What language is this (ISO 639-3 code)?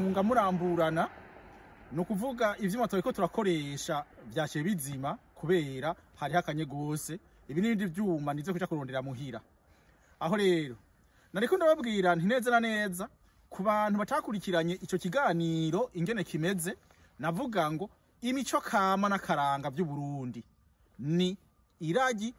run